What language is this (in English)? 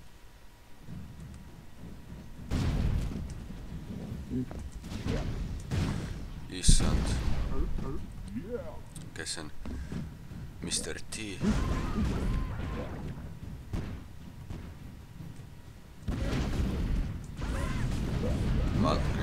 Estonian